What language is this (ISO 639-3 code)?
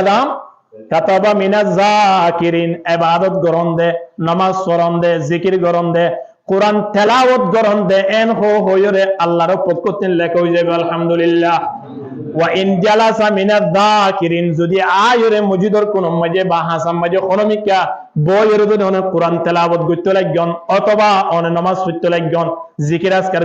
rhg